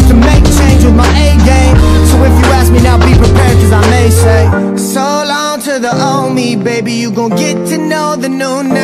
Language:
English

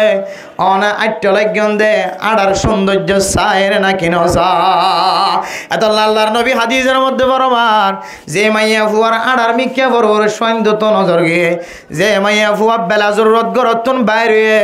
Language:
Rohingya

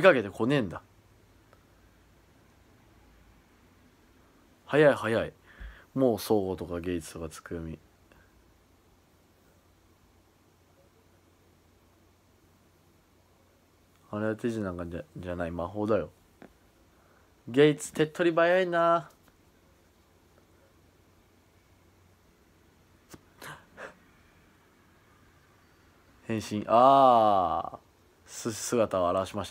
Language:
Japanese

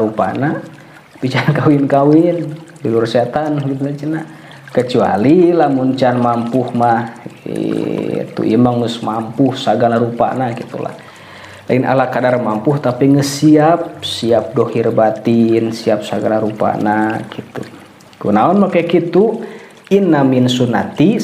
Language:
Sundanese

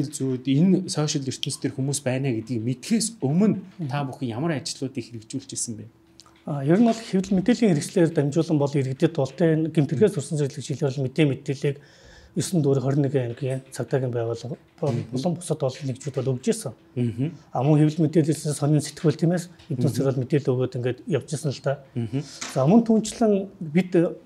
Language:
Mongolian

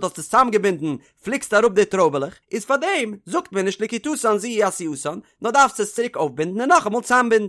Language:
Yiddish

